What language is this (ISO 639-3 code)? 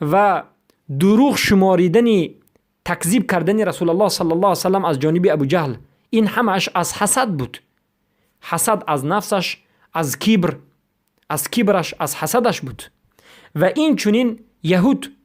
fas